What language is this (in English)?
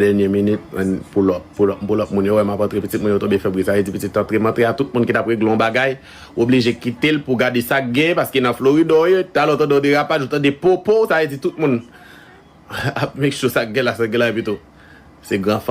Haitian Creole